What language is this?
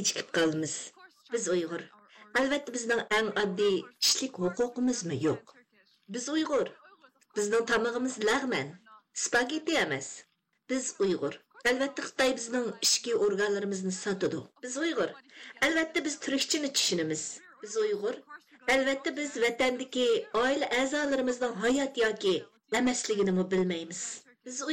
Uyghur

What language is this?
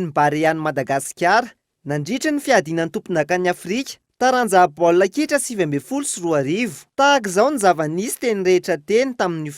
Malagasy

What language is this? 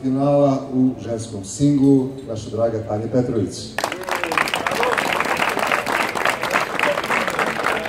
Serbian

